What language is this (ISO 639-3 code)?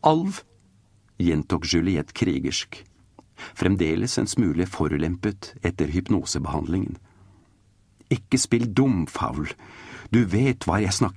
nor